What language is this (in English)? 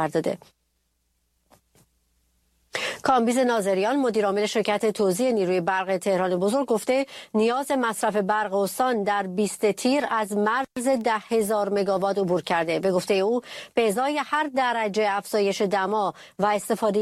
Persian